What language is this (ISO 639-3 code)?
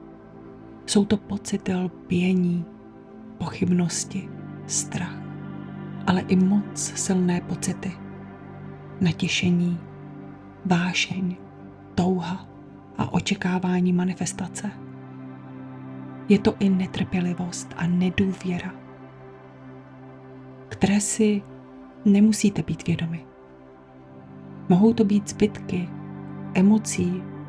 ces